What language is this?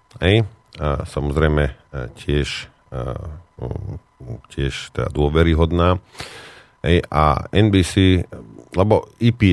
Slovak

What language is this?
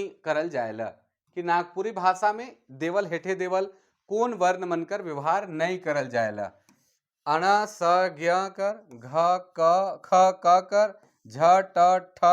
Sadri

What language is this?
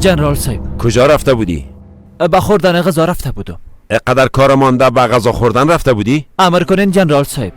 Persian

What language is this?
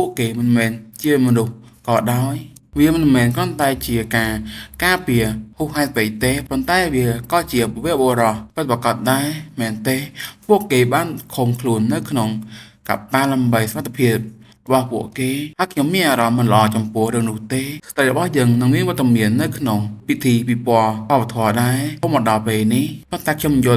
Khmer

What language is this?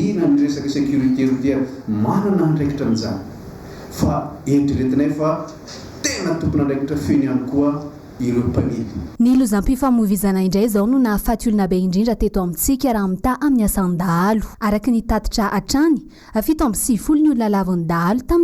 Malagasy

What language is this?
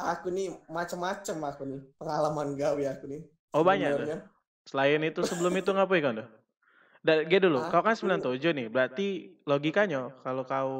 Musi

